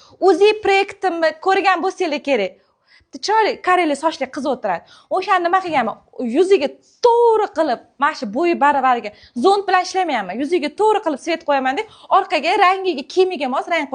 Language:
Uzbek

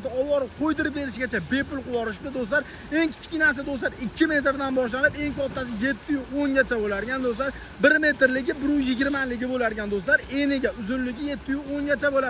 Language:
Uzbek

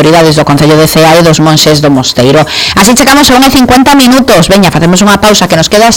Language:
Galician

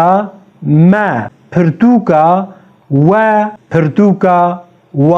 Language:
North Levantine Arabic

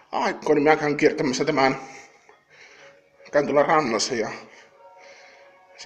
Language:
Finnish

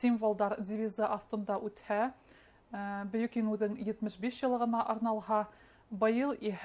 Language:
Bashkir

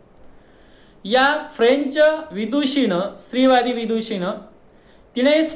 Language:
Marathi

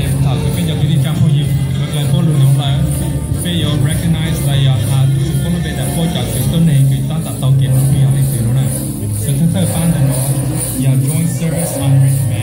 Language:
Hmong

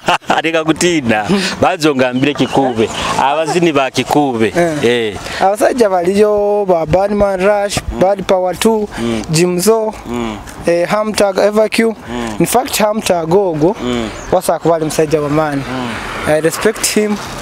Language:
Nyoro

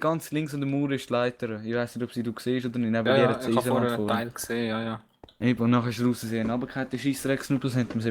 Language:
Swiss German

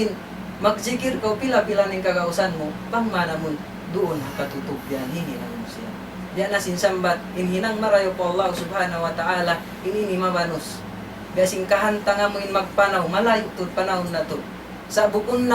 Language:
Tausug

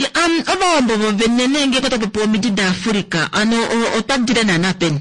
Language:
Kuanyama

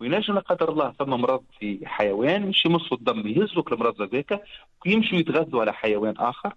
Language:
Tunisian Arabic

